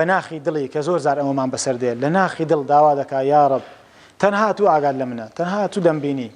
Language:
Central Kurdish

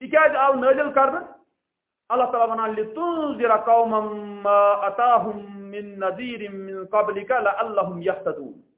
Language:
Kashmiri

